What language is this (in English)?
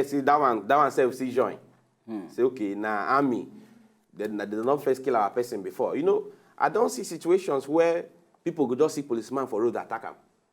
Nigerian Pidgin